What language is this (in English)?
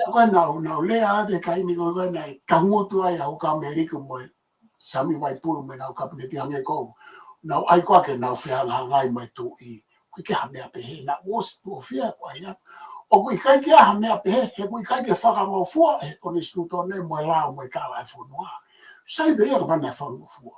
Tongan